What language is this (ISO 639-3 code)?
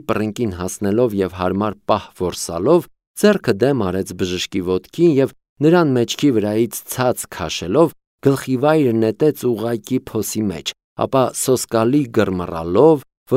hye